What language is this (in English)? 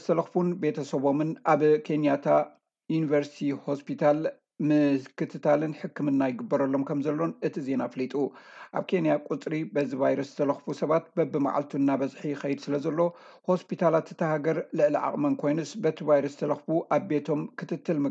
Tigrinya